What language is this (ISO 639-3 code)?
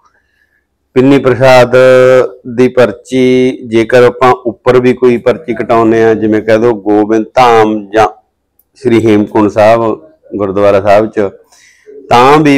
pan